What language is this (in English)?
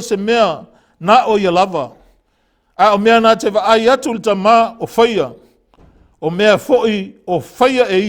Samoan